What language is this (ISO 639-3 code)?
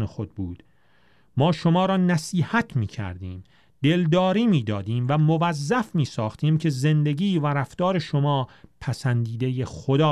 fas